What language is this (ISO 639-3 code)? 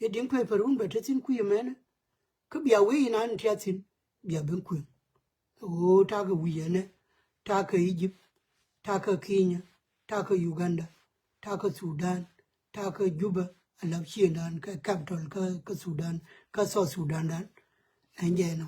nus